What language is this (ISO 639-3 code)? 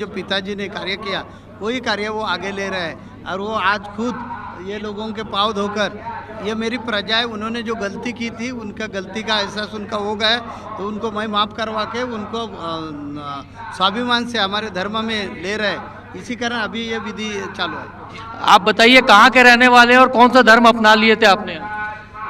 sat